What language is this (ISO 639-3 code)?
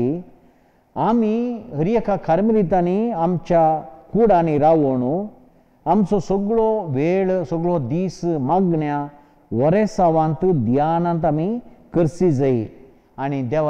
kok